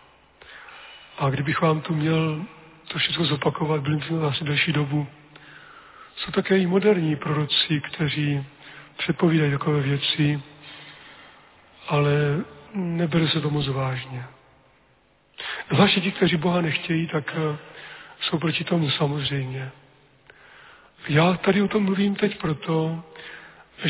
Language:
Czech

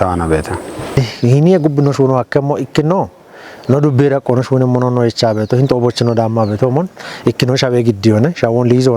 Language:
Kafa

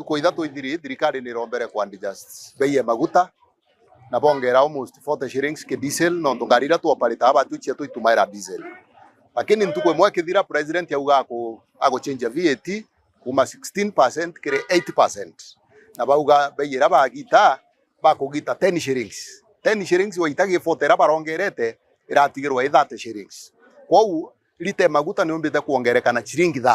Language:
Meru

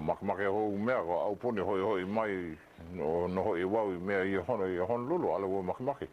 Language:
Hawaiian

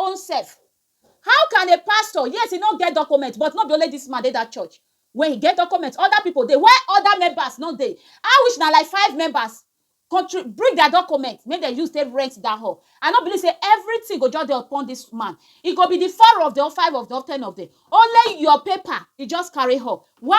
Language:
Nigerian Pidgin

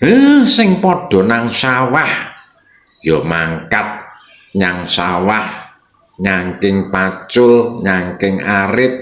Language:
Javanese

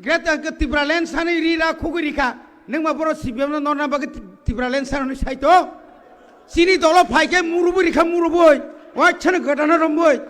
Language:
Kok Borok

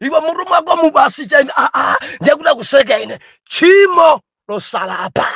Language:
Nyanja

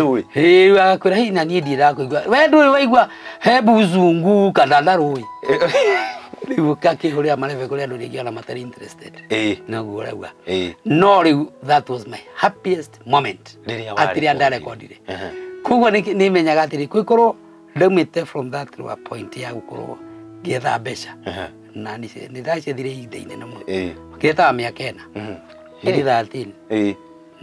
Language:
Kikuyu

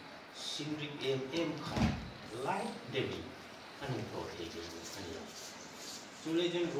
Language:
Hmar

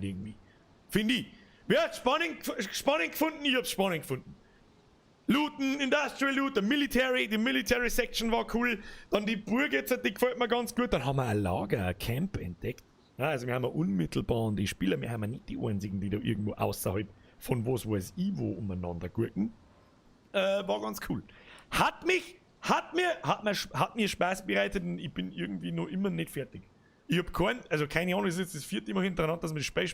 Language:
Bavarian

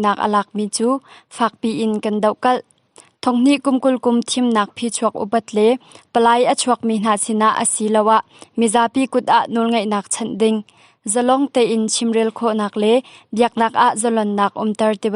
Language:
Hakha Chin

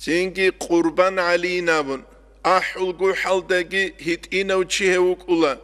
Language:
Avaric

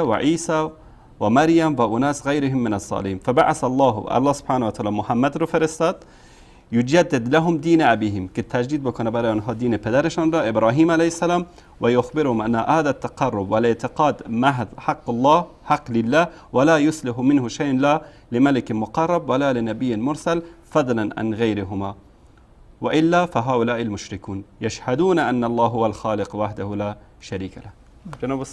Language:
Persian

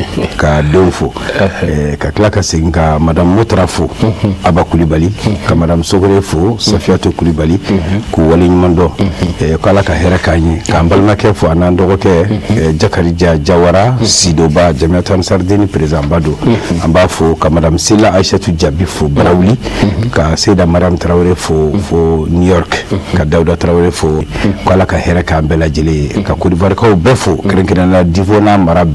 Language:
Bambara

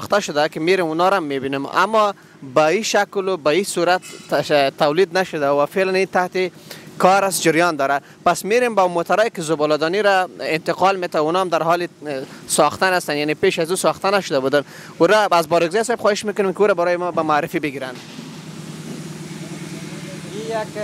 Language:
Persian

